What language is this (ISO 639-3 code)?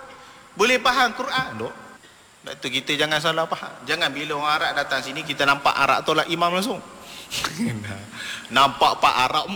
msa